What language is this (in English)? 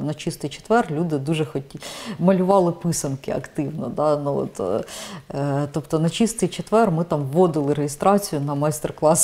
Ukrainian